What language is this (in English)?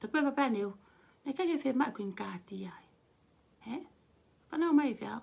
Tongan